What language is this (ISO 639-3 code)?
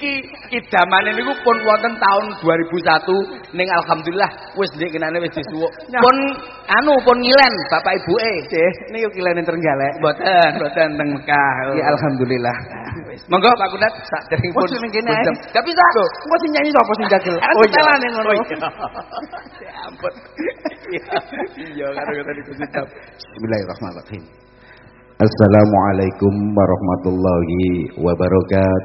jav